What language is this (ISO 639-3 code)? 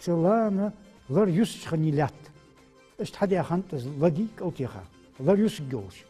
inh